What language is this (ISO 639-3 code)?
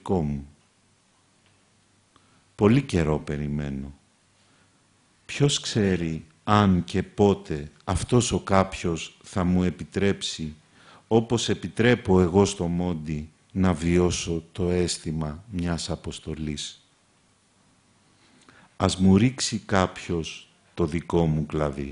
ell